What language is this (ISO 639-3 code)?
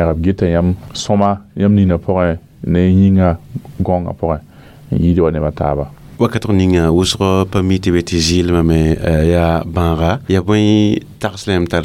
mos